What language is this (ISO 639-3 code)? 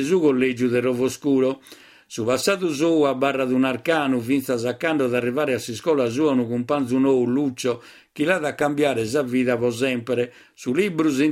srd